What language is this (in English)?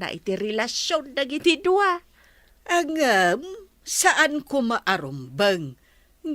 Iloko